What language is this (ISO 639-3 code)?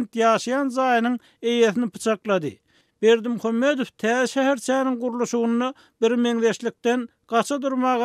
tuk